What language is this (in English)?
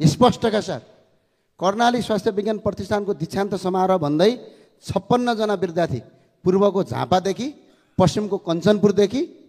Nepali